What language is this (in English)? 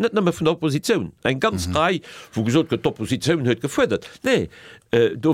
Luxembourgish